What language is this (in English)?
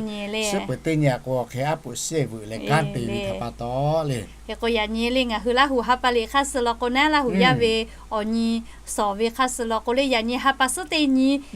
Lahu